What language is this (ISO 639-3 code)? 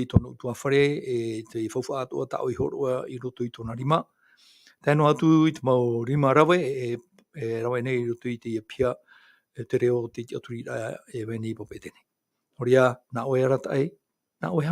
tah